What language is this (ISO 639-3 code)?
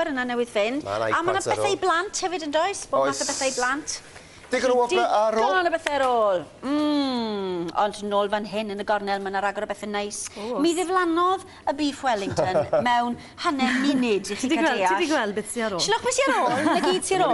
cym